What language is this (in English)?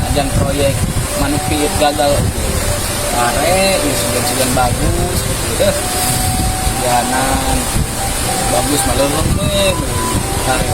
Sundanese